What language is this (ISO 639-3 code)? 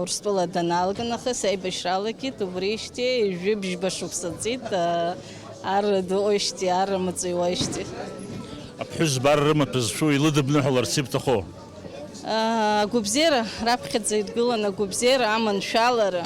abk